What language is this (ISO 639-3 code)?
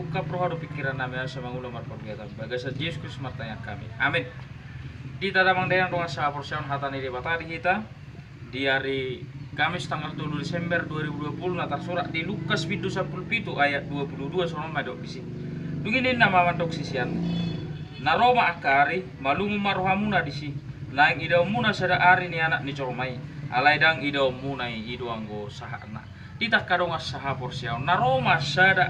bbc